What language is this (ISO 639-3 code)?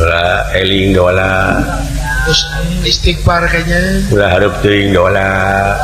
sun